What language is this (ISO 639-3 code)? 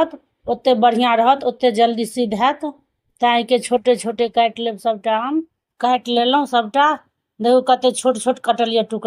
mai